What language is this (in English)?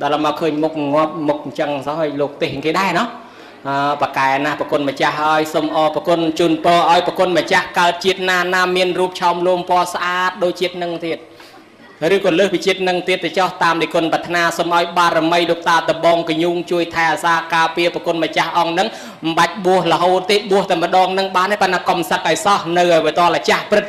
Khmer